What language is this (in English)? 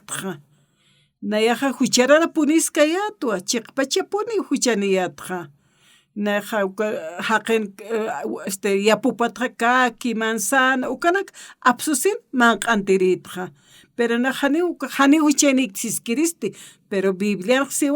Aymara